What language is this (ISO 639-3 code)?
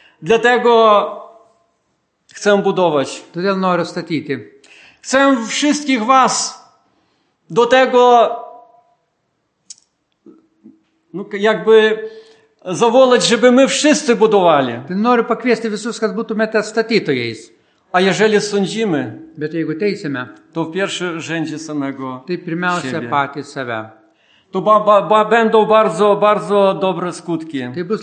pol